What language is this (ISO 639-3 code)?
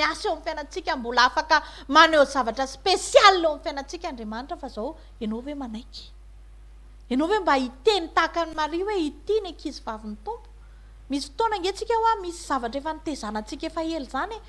mlg